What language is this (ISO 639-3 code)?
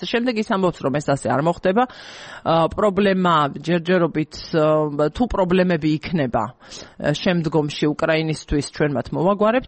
kat